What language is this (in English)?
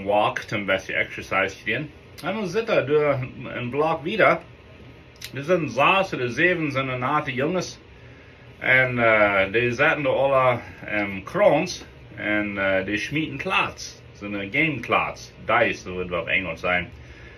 Plautdietsch